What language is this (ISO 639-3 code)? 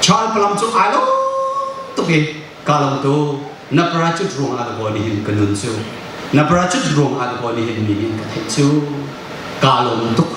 cnh